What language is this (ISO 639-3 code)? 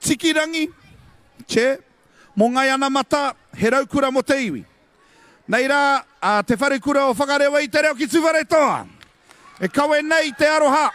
mri